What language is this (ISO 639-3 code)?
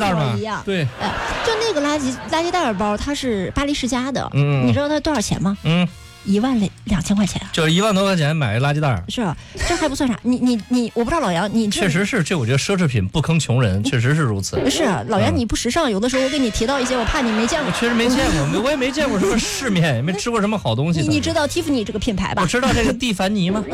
zho